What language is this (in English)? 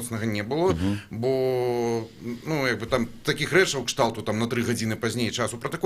Belarusian